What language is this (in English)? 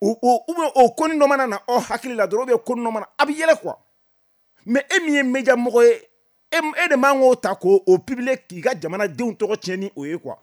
Bambara